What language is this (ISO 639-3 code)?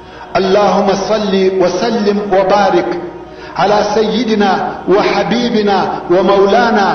pus